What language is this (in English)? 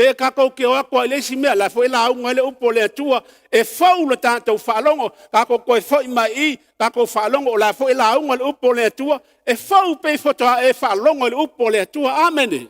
Samoan